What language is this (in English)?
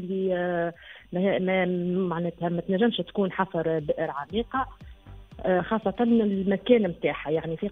Tunisian Arabic